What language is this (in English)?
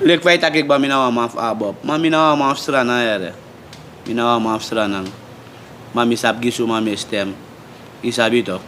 Sranan Tongo